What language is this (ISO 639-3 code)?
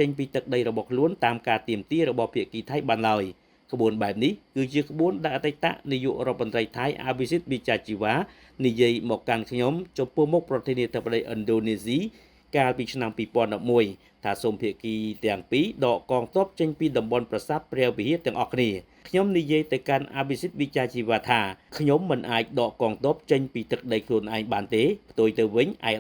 khm